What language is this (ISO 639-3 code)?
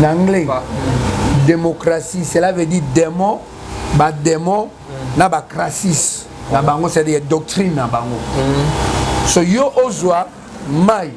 lin